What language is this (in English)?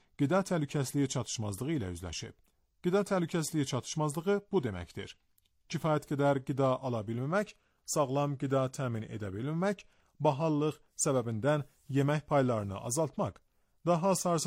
Azerbaijani